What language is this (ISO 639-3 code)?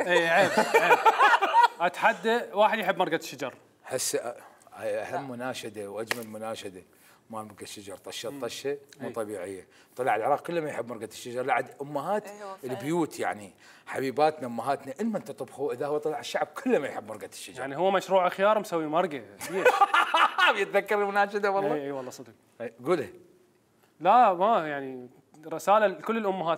acm